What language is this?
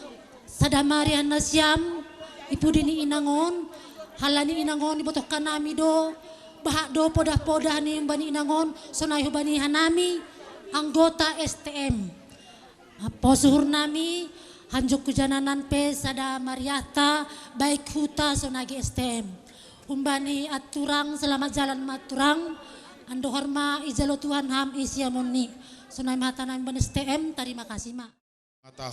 Batak Simalungun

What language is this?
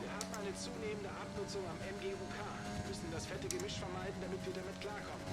Swiss German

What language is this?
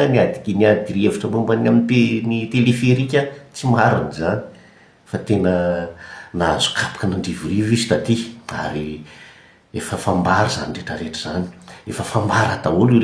Malagasy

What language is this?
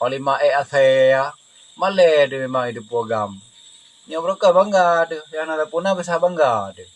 Achinese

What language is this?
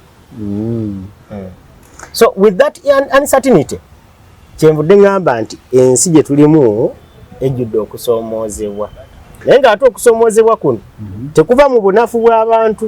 Ganda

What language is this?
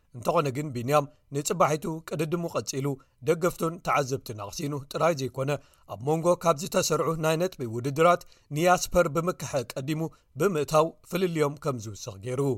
Tigrinya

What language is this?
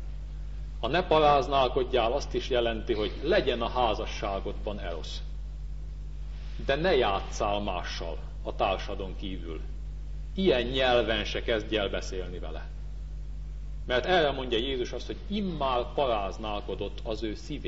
Hungarian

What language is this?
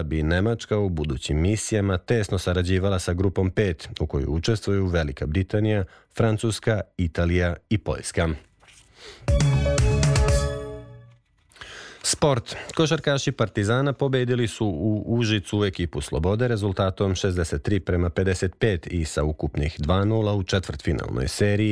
Serbian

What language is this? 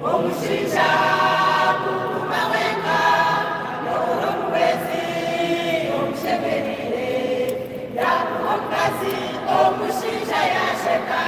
Nyankole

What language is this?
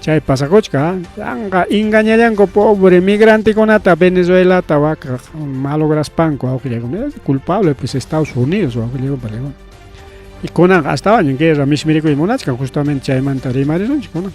Ayacucho Quechua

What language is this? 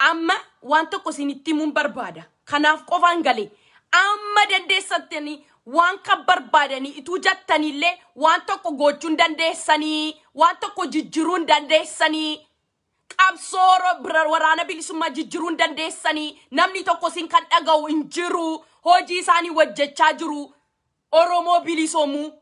Oromo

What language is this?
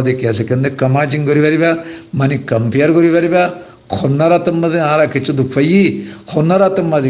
Rohingya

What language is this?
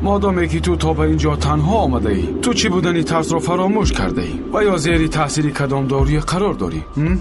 Tajik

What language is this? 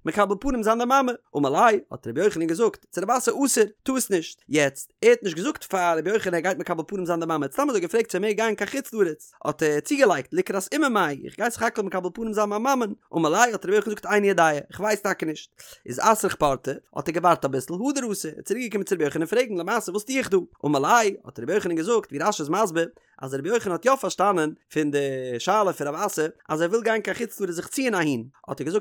Yiddish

